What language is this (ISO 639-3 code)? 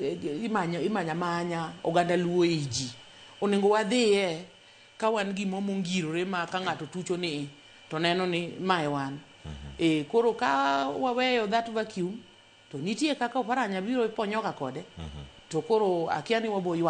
luo